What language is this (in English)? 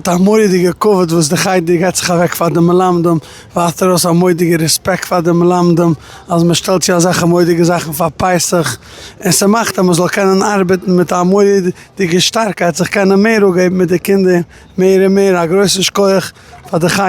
Yiddish